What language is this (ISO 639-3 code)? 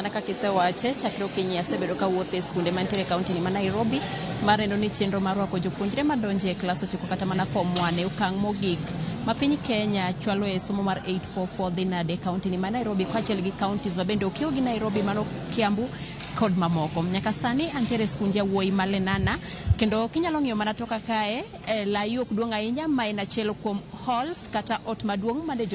luo